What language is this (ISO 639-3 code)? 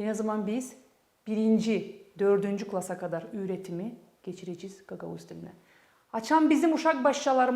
gag